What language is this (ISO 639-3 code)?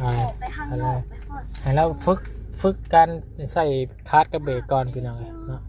lao